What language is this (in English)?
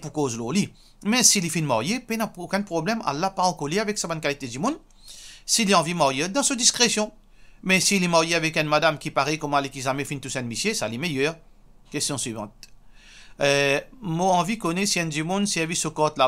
Morisyen